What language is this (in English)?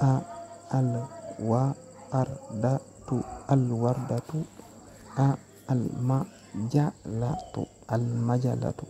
Wolof